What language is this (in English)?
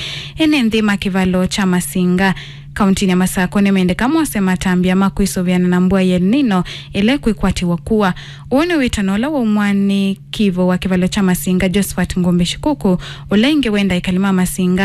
Kamba